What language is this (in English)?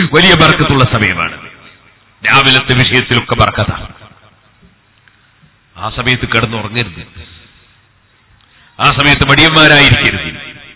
Malayalam